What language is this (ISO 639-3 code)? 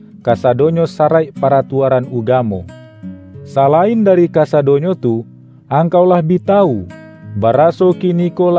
min